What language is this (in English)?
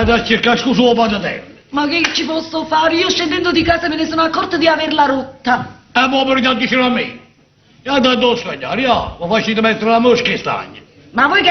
Neapolitan